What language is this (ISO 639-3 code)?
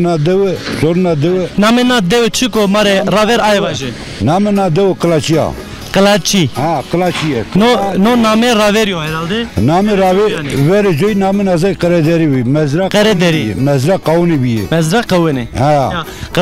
zza